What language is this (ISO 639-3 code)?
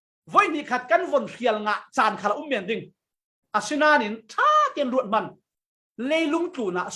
cfm